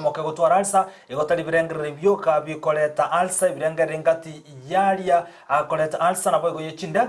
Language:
Gusii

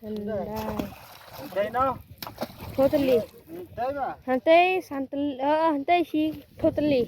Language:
Khasi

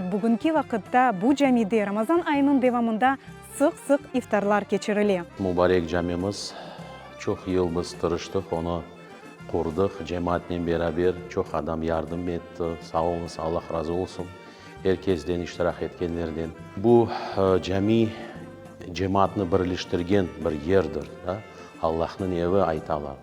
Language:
Crimean Tatar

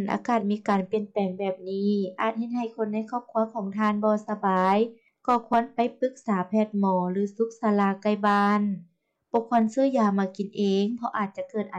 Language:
Lao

